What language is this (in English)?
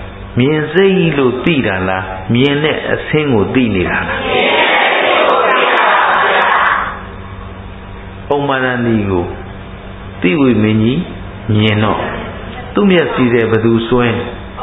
Burmese